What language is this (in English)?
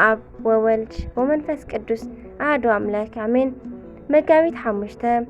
Tigrinya